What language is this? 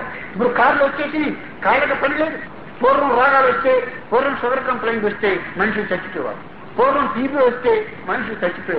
Telugu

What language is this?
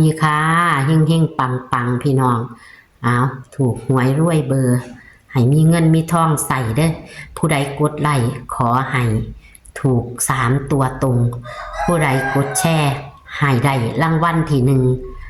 Northeastern Thai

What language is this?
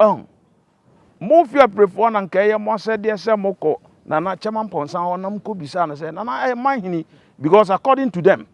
Akan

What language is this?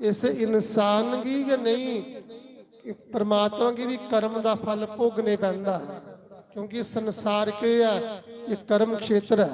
Dogri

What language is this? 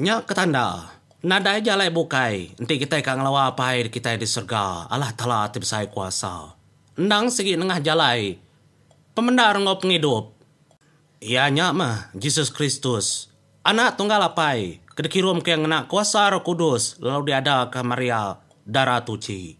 Iban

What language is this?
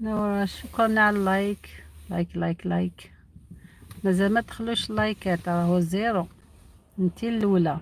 Algerian Arabic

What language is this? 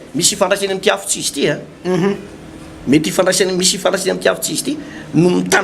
Malagasy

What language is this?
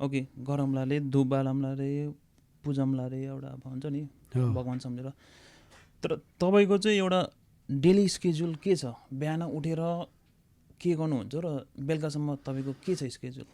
Nepali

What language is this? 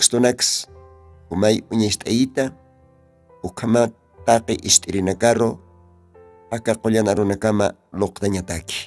Aymara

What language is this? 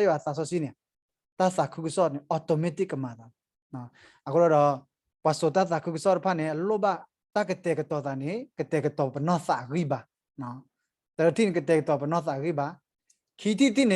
S'gaw Karen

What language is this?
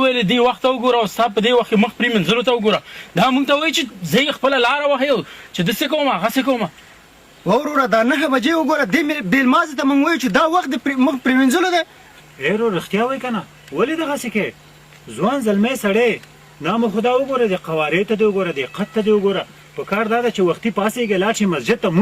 Pashto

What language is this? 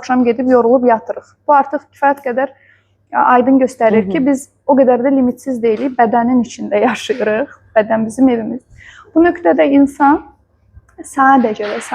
Azerbaijani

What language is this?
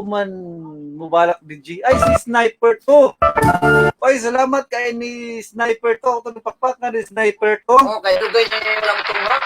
Cebuano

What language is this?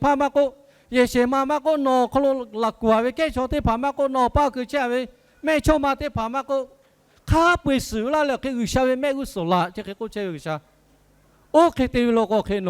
Lahu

